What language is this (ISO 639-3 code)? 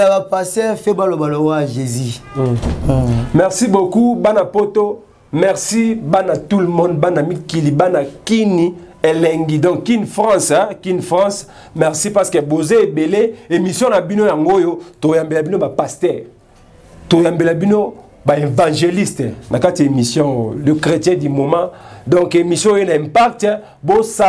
lin